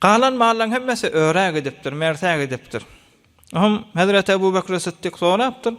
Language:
Turkmen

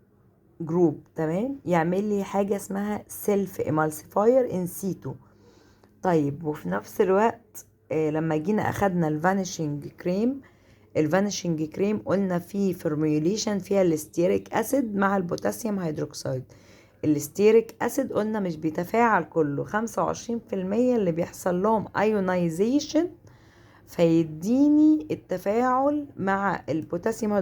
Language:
Egyptian Arabic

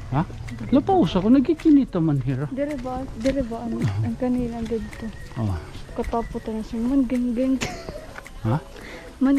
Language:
Waray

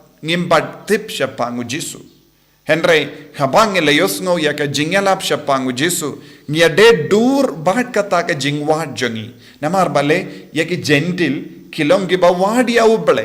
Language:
Khasi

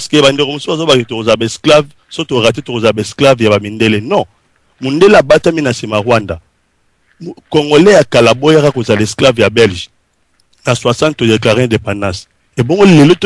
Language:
Lingala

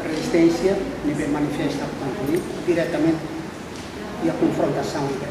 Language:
Tetum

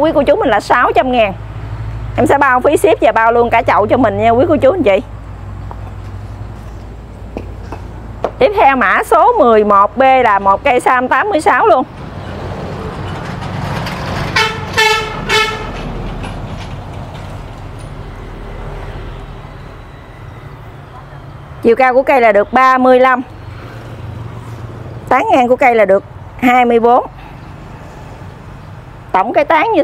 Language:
Vietnamese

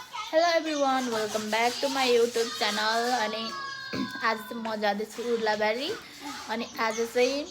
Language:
Nepali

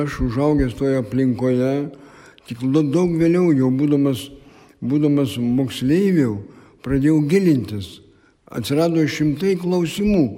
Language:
Lithuanian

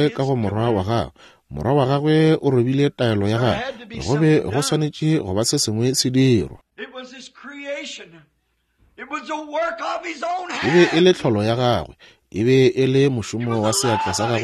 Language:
Northern Sotho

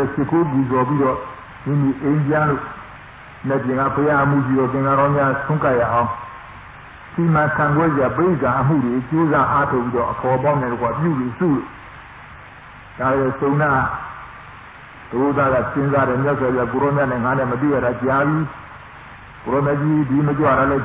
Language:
Burmese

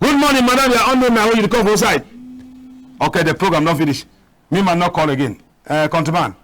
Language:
Cameroon Pidgin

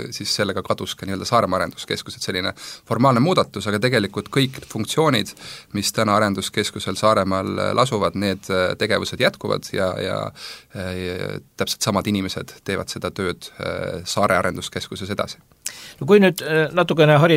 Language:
Estonian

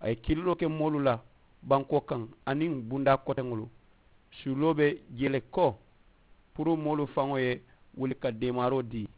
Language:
Mandingo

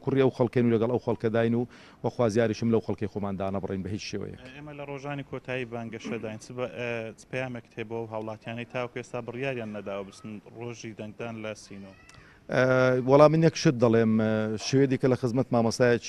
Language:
Central Kurdish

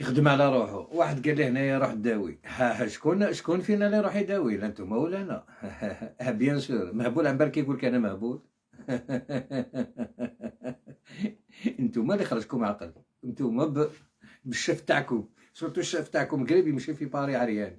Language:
Algerian Arabic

